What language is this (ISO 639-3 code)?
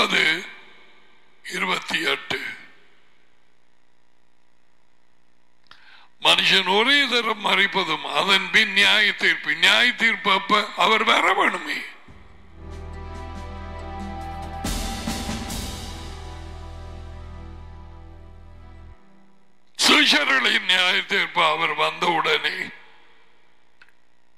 tam